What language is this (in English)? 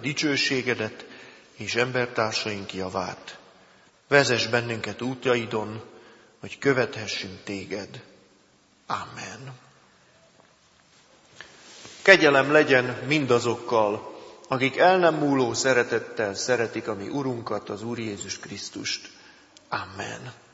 Hungarian